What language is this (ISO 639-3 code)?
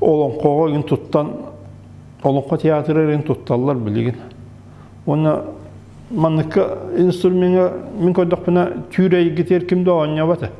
sah